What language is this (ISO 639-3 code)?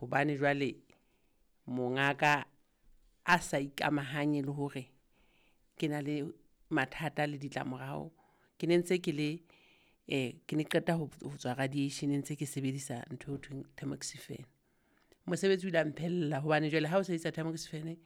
sot